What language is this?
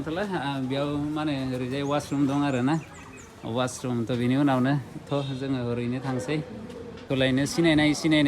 Bodo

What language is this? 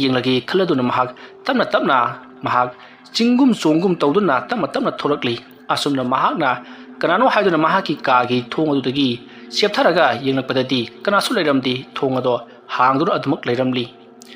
Manipuri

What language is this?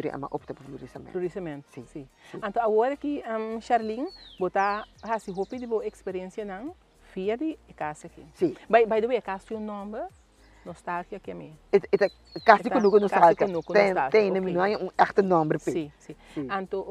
Papiamento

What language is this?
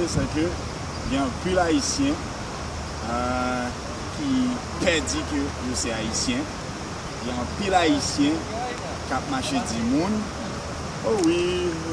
Haitian Creole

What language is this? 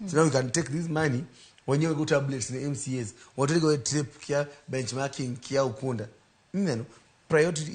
Luo (Kenya and Tanzania)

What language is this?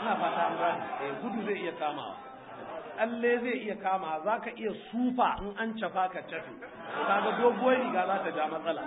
Hausa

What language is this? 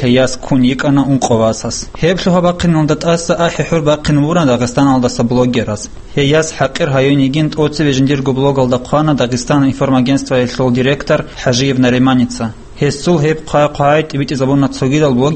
Avaric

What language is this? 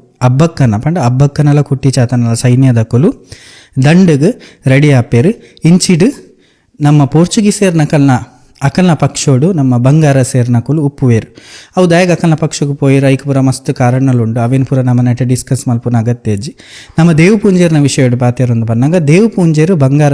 Tulu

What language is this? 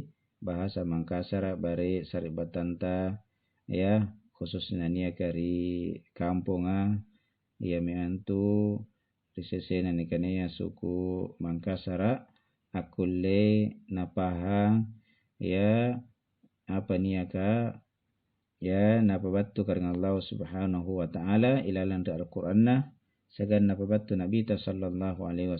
Makasar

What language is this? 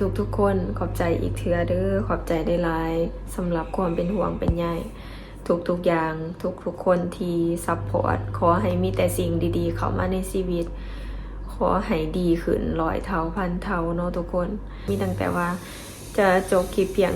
Lao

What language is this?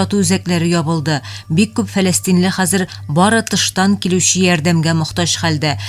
Tatar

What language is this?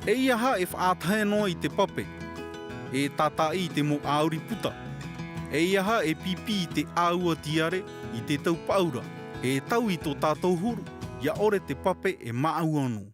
Tahitian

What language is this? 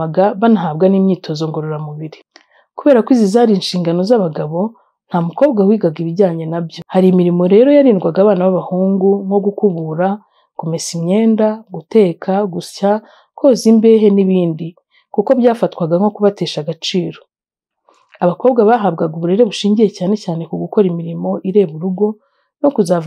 Kinyarwanda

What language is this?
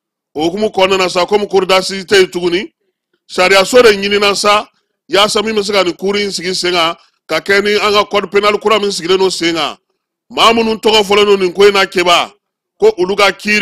Bambara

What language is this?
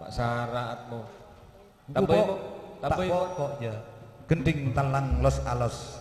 Madurese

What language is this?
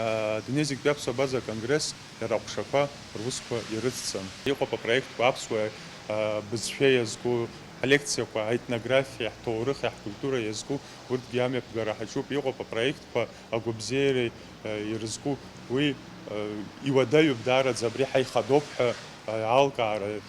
Abkhazian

